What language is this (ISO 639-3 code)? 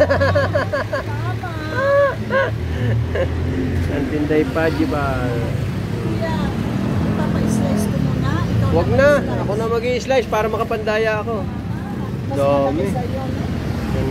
fil